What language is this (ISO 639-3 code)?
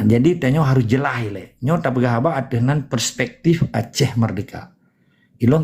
ace